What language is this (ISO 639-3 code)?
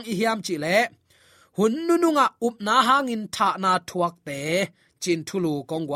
ctd